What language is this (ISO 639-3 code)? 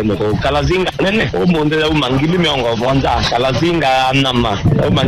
kam